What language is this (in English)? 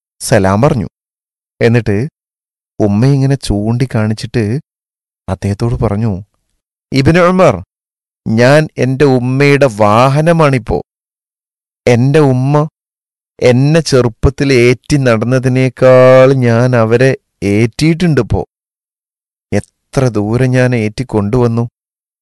Malayalam